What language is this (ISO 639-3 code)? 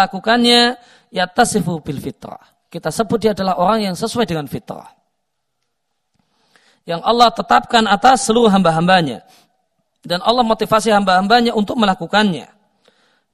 ind